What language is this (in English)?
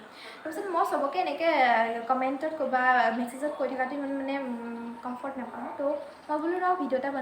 Assamese